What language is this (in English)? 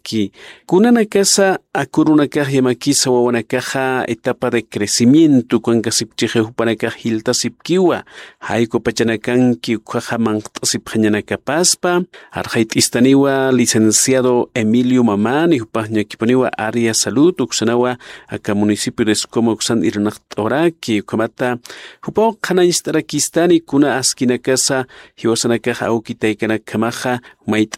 Aymara